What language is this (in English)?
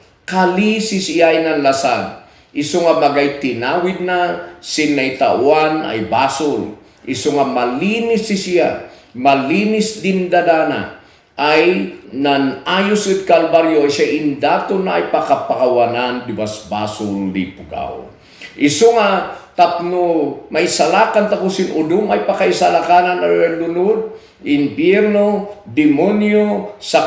Kankanaey